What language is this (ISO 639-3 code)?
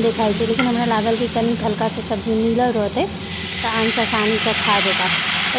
mai